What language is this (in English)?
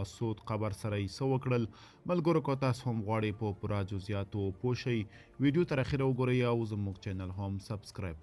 Pashto